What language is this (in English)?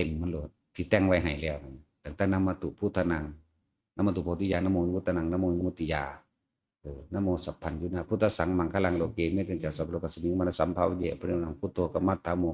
Northeastern Thai